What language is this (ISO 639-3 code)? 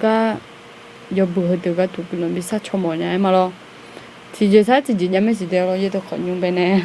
ahk